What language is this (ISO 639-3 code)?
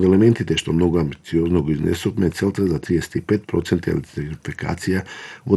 mkd